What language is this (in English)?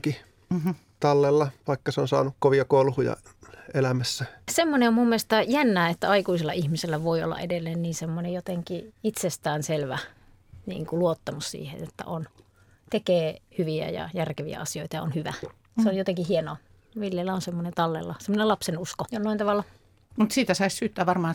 Finnish